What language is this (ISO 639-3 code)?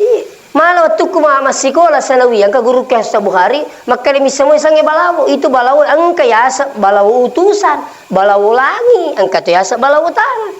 bug